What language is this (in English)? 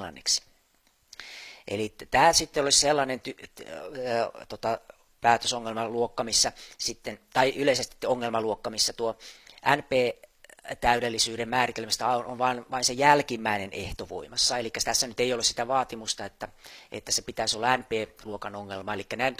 Finnish